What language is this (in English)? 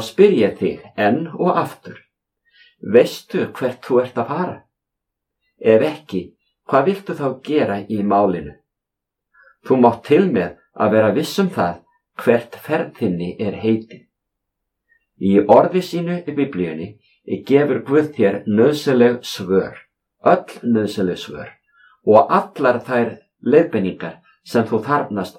Icelandic